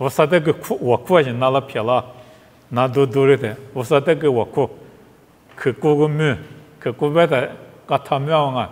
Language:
Lisu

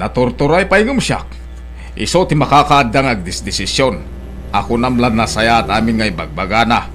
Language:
Iloko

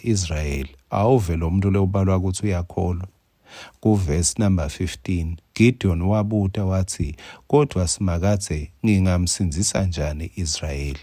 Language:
Swati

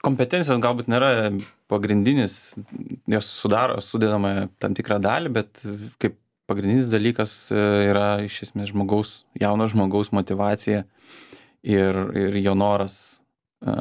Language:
Lithuanian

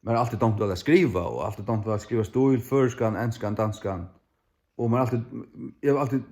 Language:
Faroese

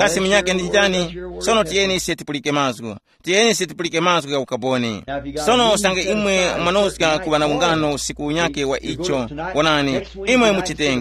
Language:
Tumbuka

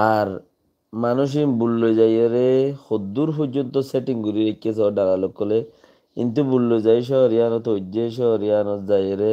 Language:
Rohingya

